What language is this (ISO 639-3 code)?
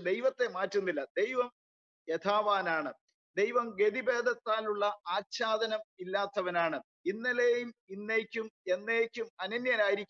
mal